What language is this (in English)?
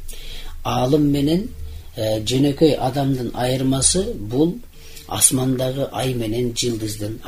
Kyrgyz